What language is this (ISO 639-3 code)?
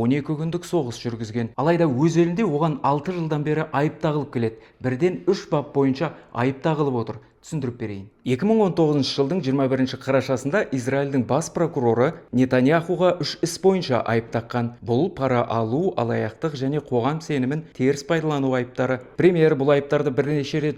kaz